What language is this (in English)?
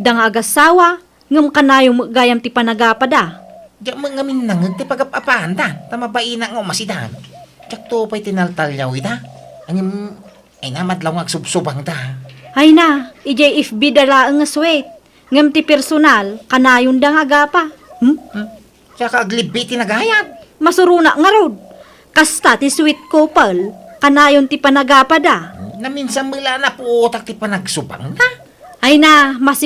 Iloko